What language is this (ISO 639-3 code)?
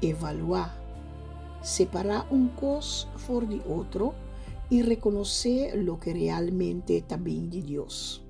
pap